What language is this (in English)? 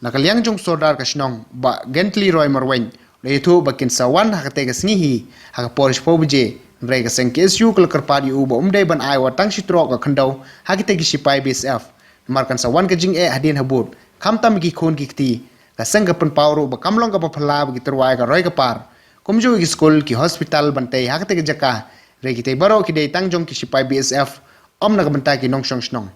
Khasi